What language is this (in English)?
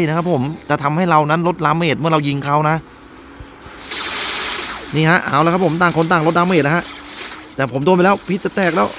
Thai